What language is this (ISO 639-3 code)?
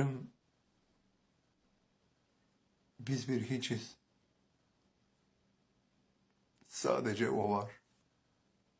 tur